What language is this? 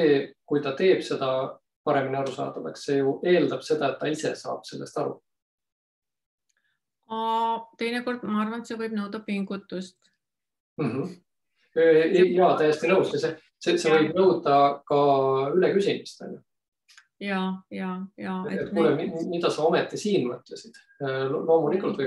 Estonian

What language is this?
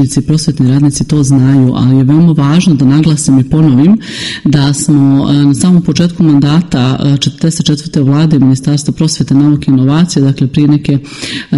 Serbian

